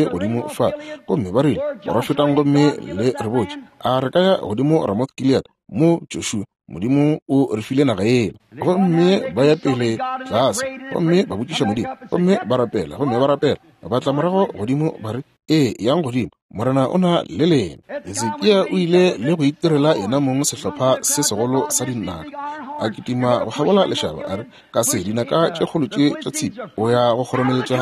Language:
Northern Sotho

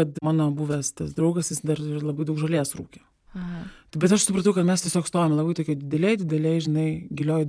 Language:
Lithuanian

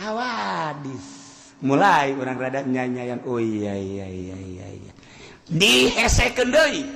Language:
Sundanese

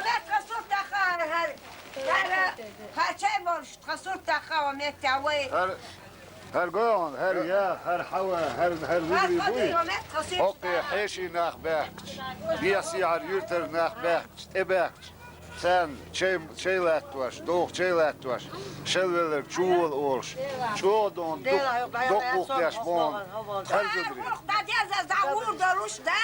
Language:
Chechen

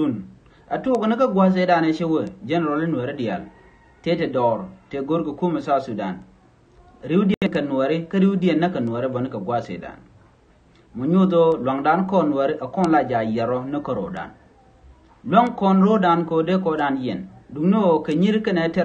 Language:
Nuer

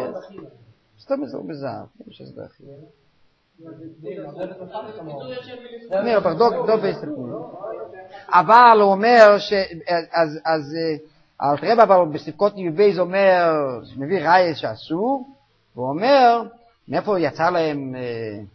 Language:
Hebrew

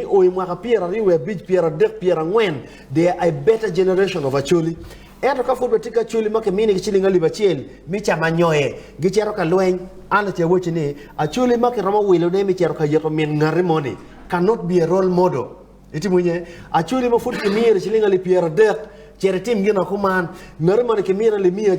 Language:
Acoli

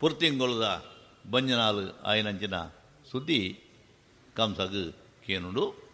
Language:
Tulu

